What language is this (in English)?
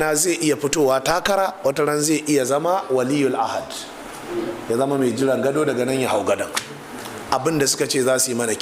Hausa